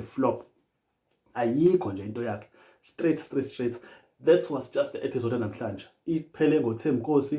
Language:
Zulu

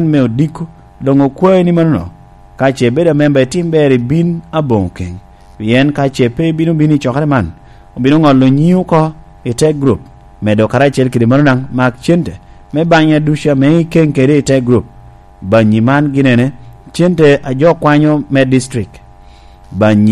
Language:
Lango (Uganda)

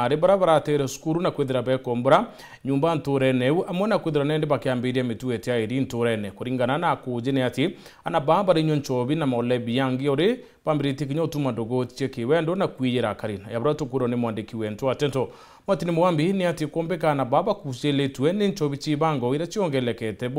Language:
Meru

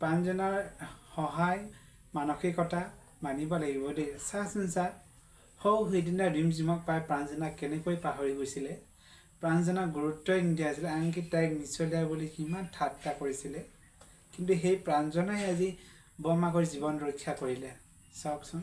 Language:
Assamese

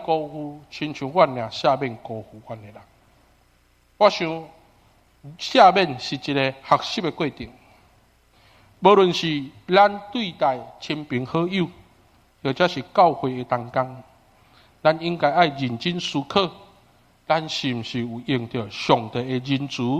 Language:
Min Nan Chinese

